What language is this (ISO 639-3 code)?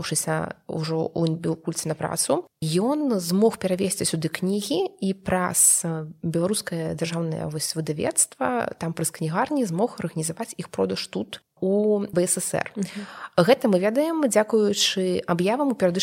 bel